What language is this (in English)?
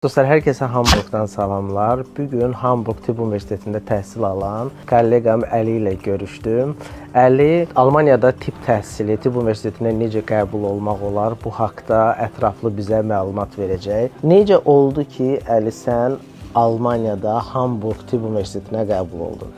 Azerbaijani